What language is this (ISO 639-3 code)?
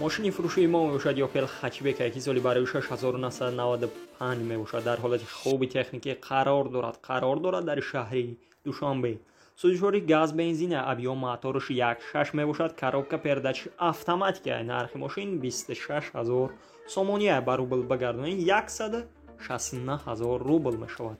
tgk